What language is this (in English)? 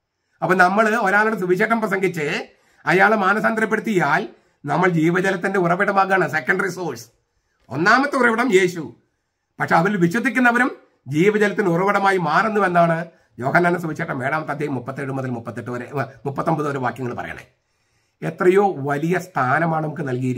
Malayalam